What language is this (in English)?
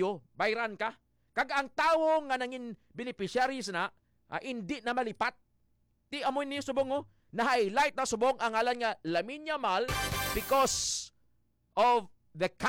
Hiligaynon